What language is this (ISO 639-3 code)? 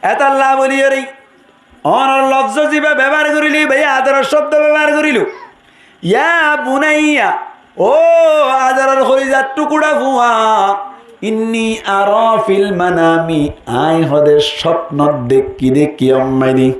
rhg